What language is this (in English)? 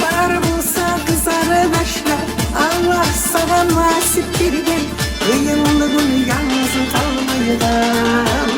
Kumyk